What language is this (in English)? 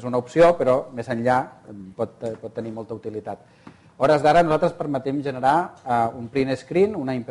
Catalan